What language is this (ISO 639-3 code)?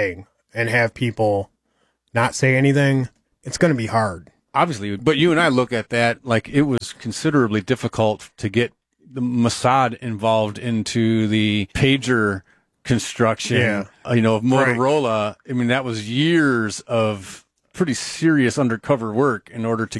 eng